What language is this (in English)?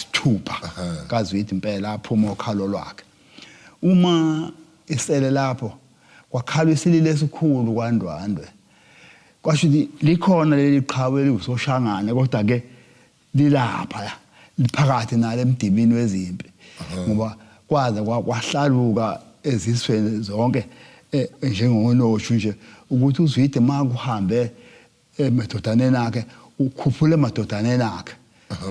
Zulu